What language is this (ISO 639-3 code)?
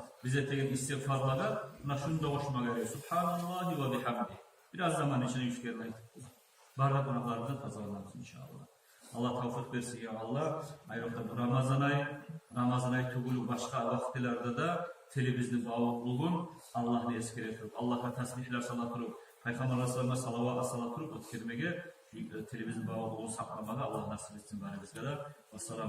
kum